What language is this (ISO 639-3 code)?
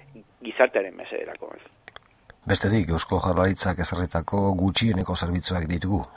eus